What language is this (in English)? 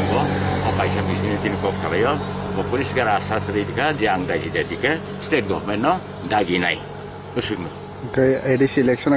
Kok Borok